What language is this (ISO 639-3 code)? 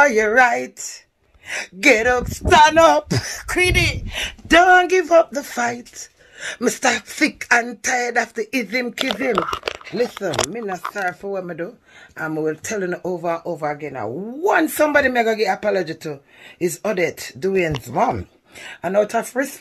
jam